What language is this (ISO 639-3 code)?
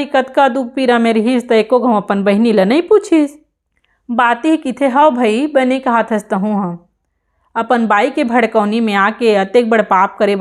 hne